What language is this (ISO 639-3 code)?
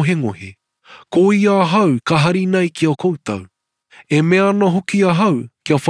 mri